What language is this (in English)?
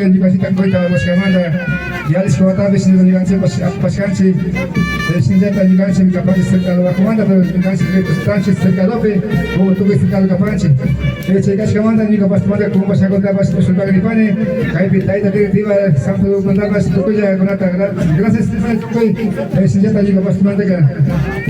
Imbabura Highland Quichua